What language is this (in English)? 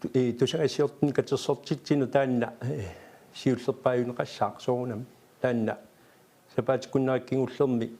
Kalaallisut